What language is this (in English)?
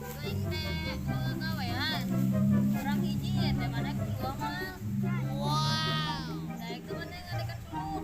Sundanese